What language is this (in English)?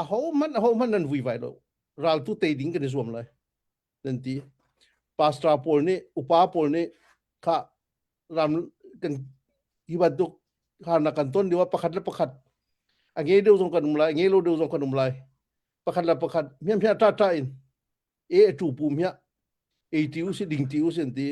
Hakha Chin